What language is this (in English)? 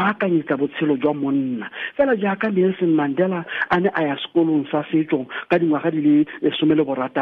Tswana